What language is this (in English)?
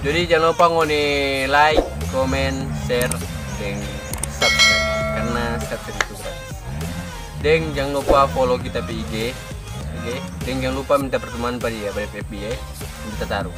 Manado Malay